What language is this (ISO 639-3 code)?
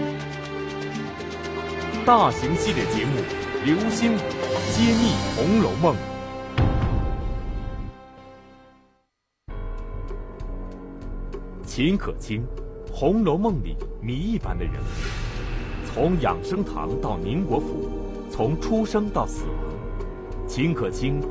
zho